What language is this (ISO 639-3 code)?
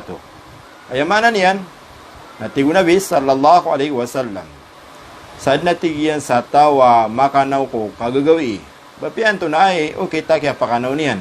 mrw